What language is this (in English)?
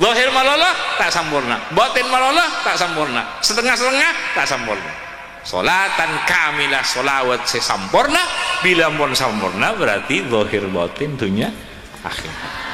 Madurese